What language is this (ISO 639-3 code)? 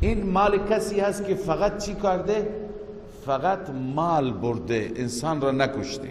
fas